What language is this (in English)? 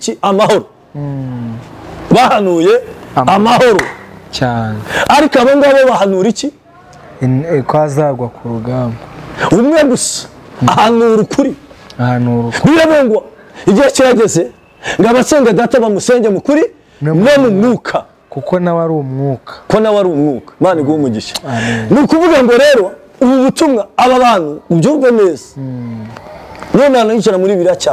Kinyarwanda